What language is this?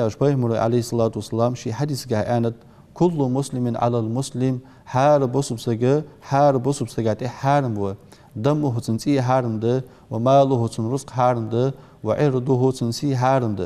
Ingush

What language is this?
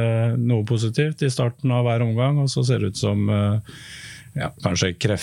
Norwegian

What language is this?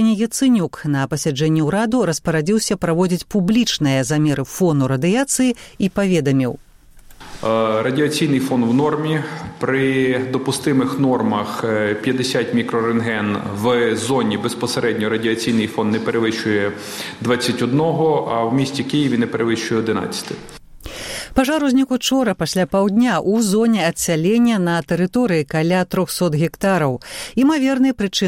Belarusian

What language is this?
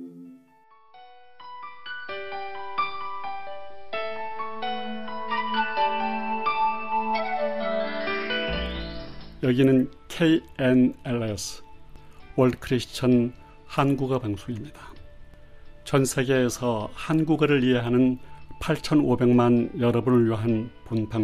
Korean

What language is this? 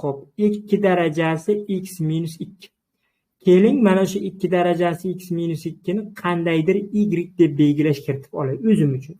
Uzbek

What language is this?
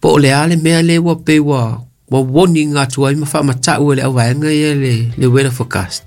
Samoan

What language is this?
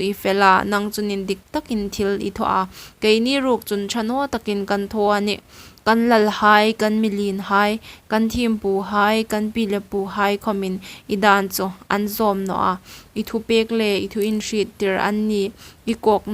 Hmar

